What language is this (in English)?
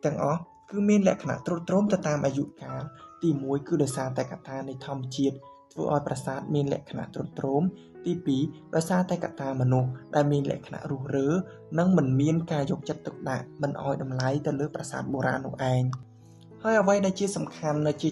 Khmer